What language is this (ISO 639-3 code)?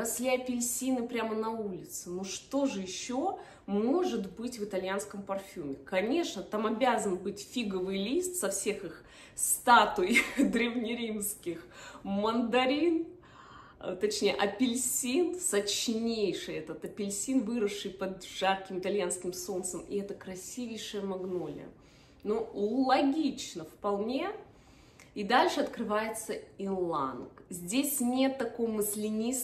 rus